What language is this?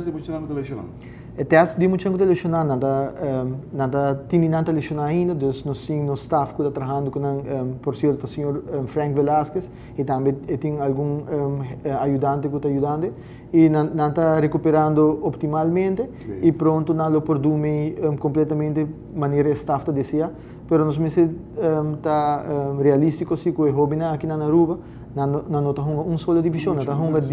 Papiamento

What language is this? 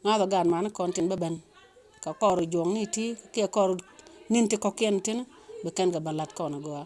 Nuer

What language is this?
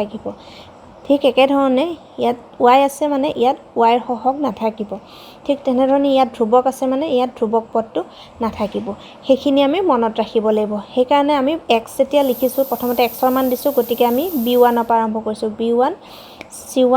Assamese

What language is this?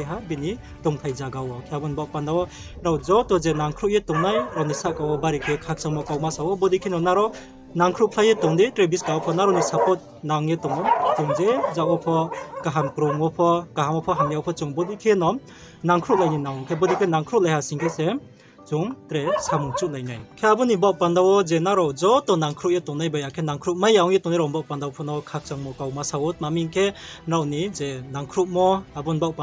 Riang (India)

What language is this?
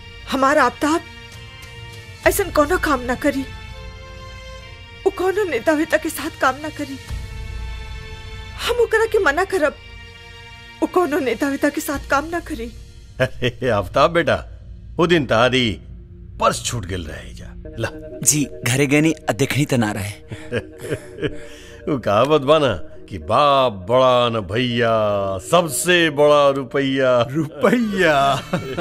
Bhojpuri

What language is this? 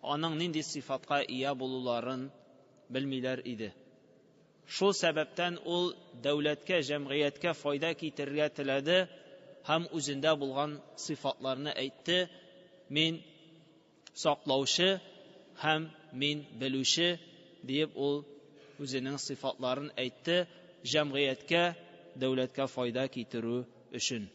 Tatar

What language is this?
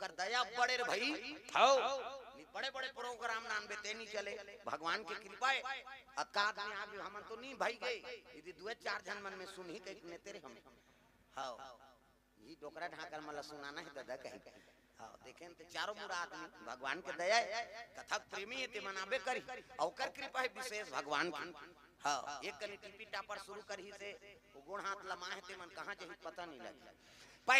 Chhattisgarhi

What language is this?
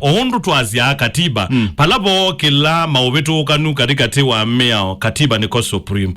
Kamba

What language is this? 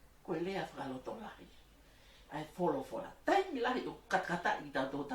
Tongan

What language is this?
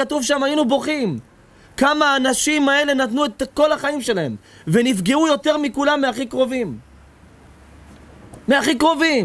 Hebrew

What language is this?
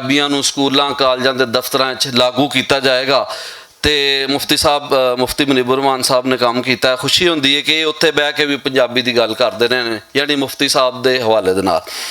Western Panjabi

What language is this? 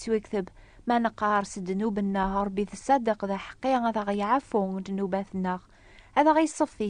Kabyle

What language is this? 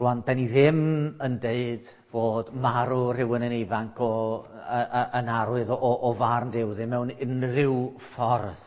Welsh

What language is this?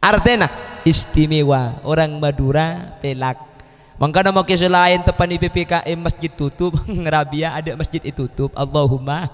Madurese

